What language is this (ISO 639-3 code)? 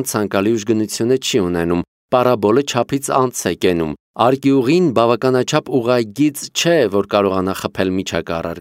hye